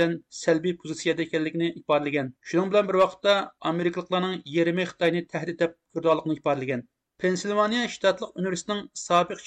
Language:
Uyghur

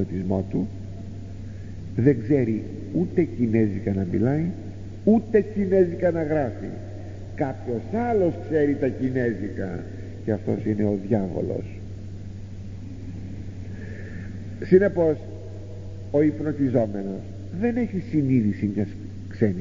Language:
Greek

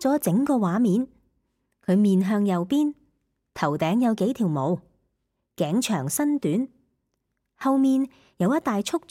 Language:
Cantonese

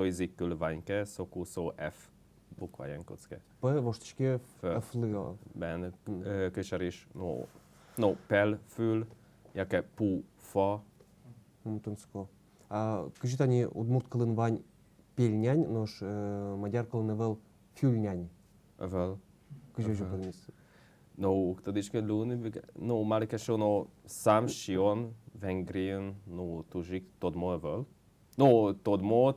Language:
Udmurt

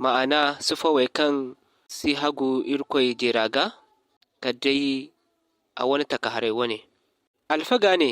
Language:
Zarma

